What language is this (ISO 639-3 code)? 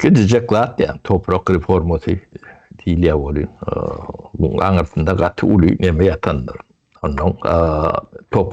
tuk